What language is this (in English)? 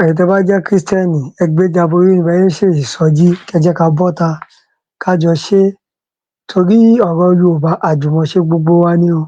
Yoruba